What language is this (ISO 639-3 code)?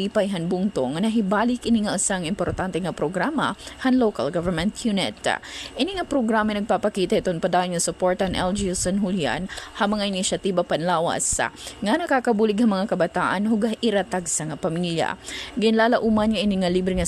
war